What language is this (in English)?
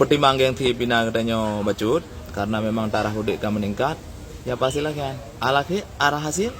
Achinese